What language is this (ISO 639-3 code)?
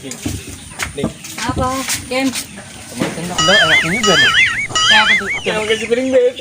bew